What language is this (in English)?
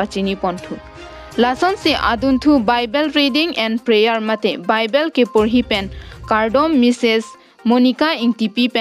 Karbi